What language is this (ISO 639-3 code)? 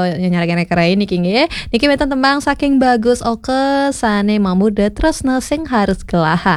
ban